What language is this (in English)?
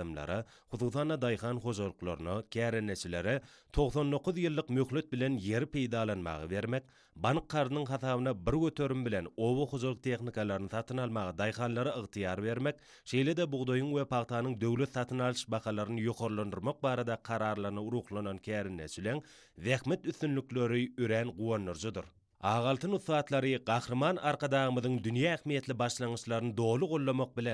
Turkmen